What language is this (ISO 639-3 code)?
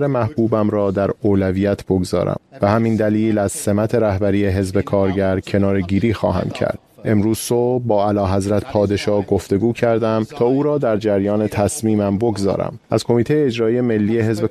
fas